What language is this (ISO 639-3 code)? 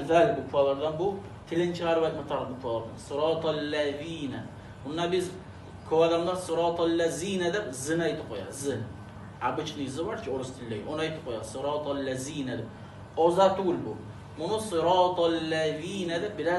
kum